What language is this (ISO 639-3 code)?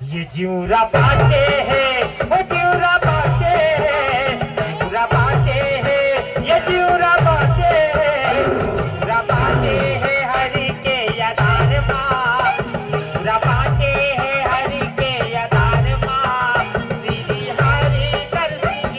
hne